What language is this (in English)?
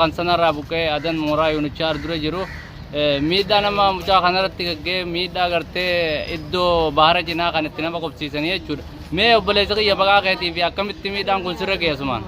Oromo